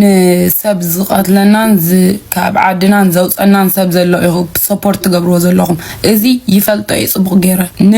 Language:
Tigrinya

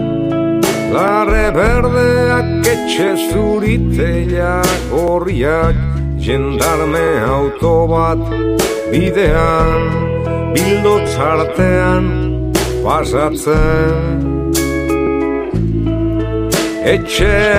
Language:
Basque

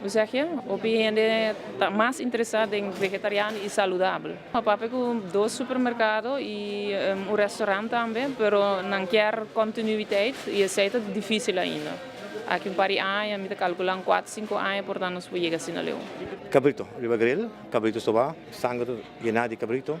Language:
Papiamento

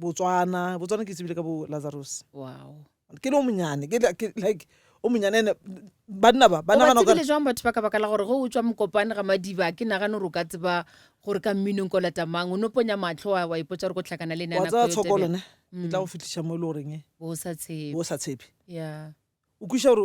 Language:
Northern Sotho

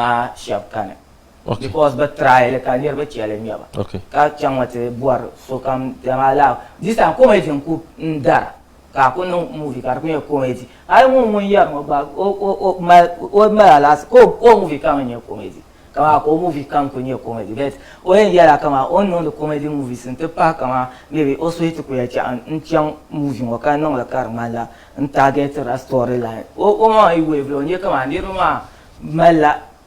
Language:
Dagbani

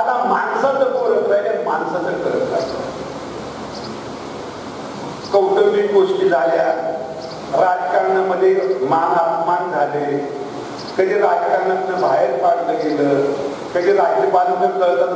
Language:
Marathi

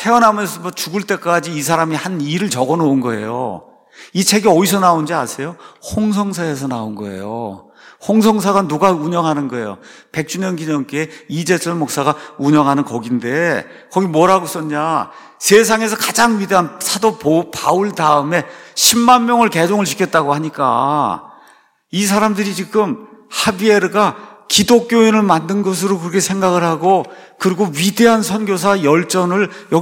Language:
Korean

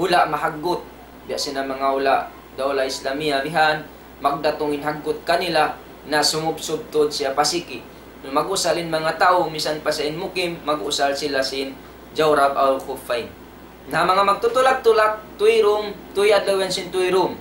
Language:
Tausug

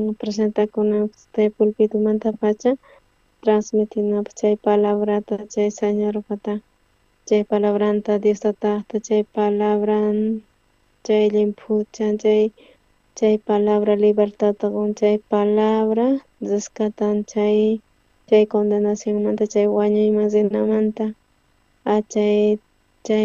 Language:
South Bolivian Quechua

